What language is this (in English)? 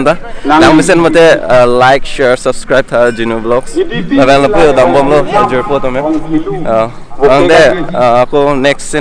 Karbi